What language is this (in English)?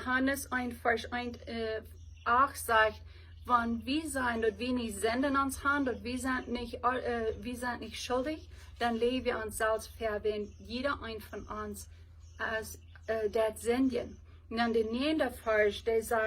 Plautdietsch